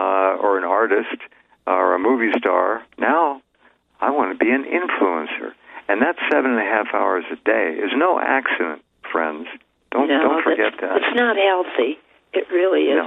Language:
English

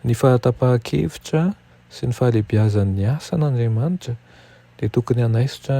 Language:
Malagasy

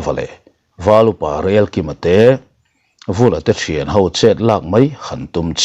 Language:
Mizo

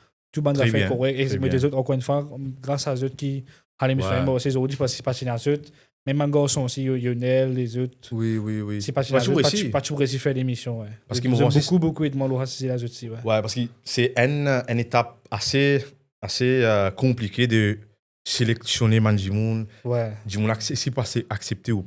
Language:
Morisyen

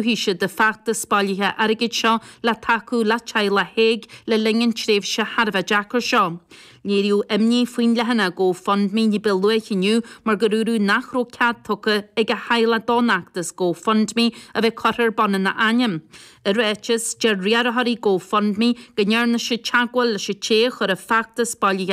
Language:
Irish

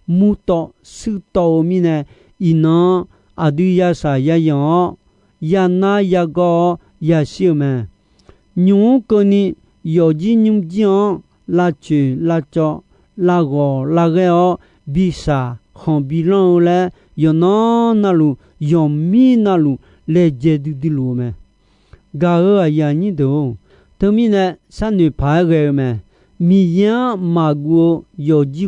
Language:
Akha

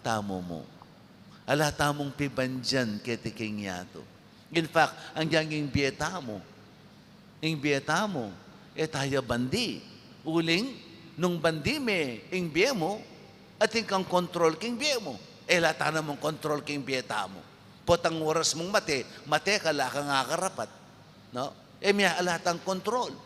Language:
Pampanga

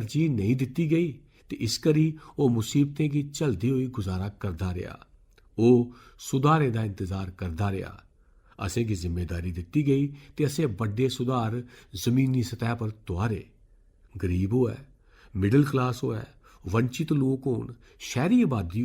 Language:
Dogri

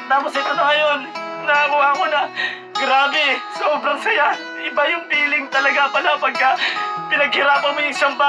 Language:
Filipino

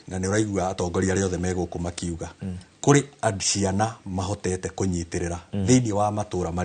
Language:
Kikuyu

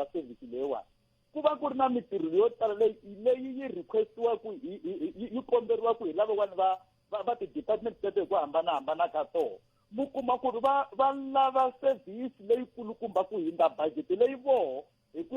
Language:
Tsonga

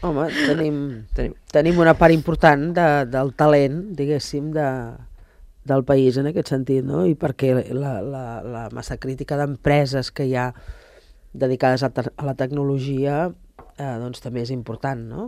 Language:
Catalan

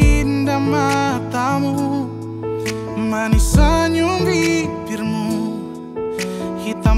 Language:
Indonesian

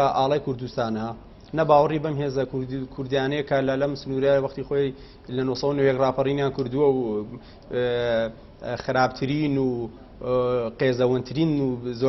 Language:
Central Kurdish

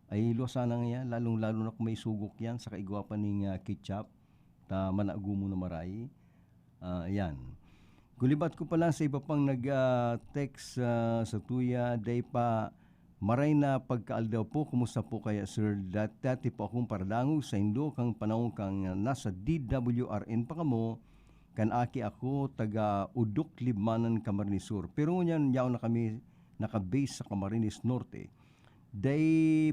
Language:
Bikol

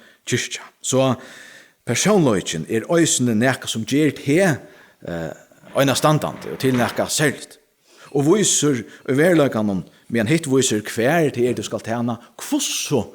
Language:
Faroese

